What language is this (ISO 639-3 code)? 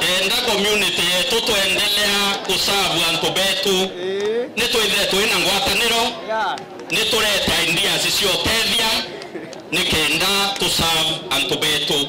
mer